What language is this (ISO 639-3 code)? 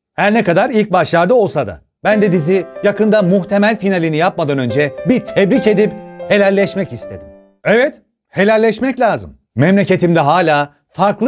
tur